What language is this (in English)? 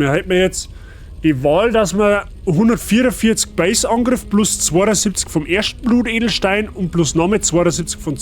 Bavarian